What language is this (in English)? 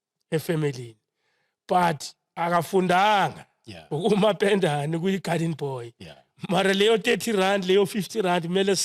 Zulu